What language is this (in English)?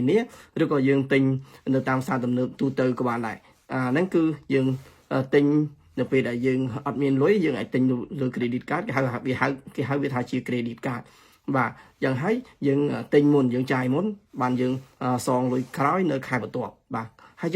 Khmer